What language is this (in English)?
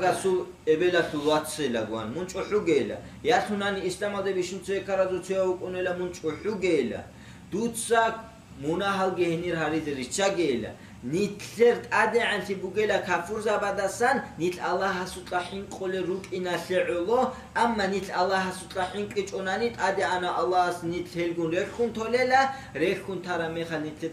Avaric